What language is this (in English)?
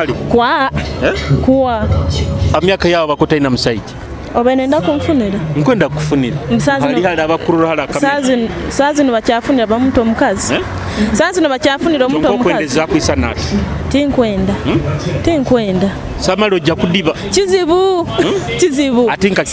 Nyoro